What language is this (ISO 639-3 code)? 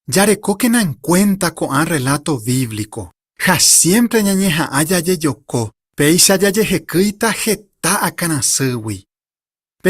grn